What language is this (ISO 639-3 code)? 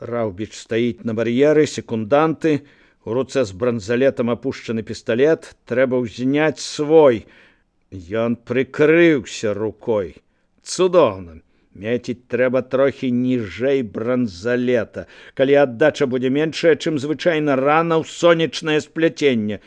bel